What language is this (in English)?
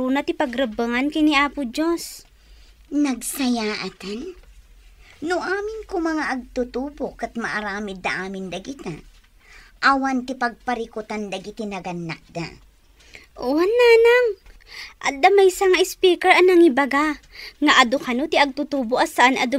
Iloko